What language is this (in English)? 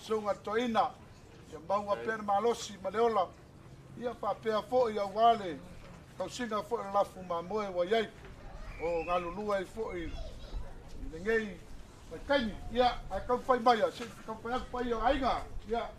Samoan